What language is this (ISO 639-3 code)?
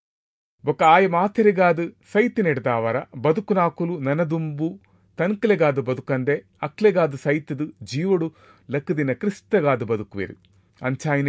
tcy